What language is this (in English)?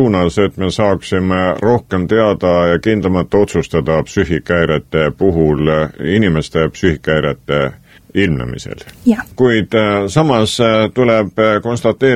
Estonian